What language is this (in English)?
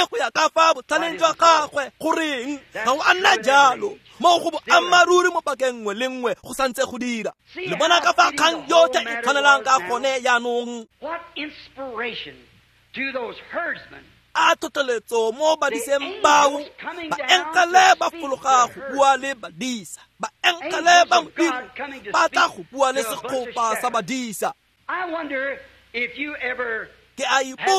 Tswana